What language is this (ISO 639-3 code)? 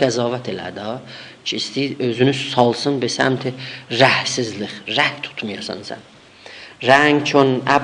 azb